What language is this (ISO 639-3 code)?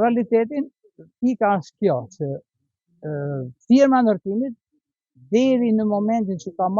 sqi